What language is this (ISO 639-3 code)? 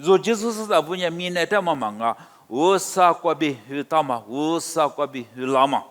lis